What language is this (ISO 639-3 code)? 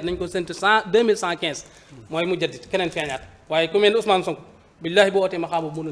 wol